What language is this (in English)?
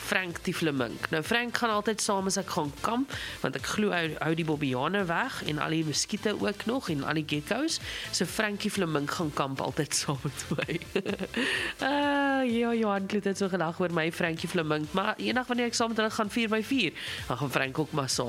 Afrikaans